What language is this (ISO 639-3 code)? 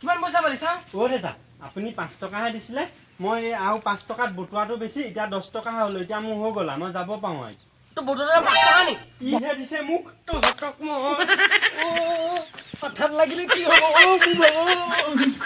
asm